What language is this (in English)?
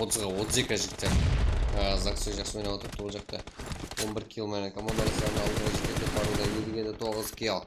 Kara-Kalpak